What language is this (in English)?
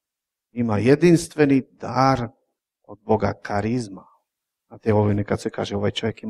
Croatian